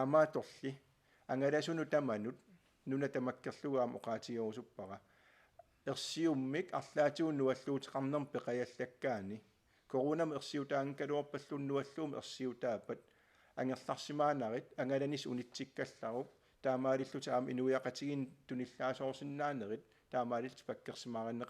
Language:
Kalaallisut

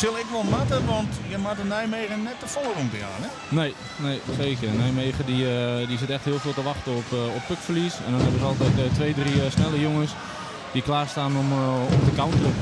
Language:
Western Frisian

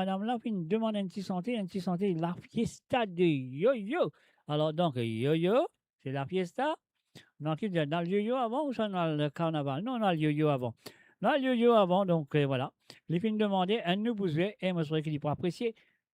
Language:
Morisyen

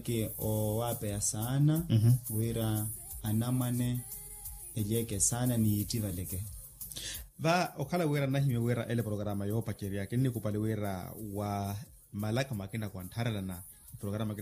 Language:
Makhuwa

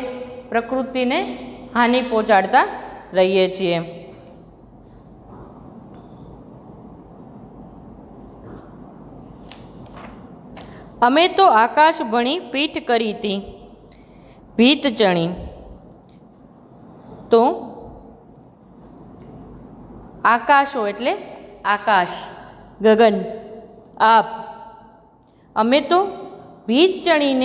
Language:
Gujarati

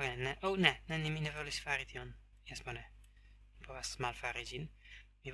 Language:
Esperanto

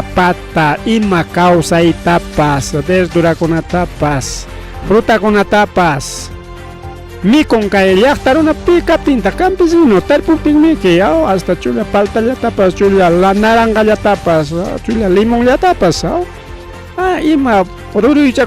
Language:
Ayacucho Quechua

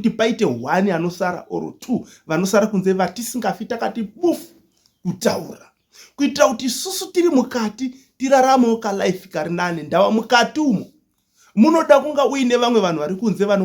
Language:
Shona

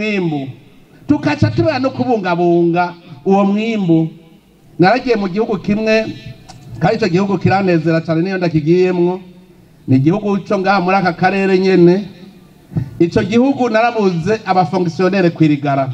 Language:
Rundi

